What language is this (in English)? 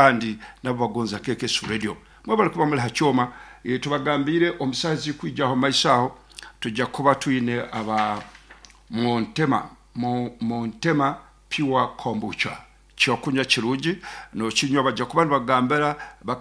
Nyoro